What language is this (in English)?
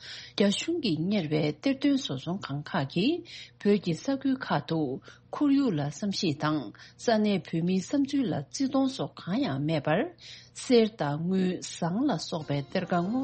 Tibetan